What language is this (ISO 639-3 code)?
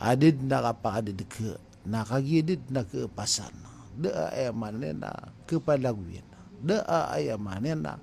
mrw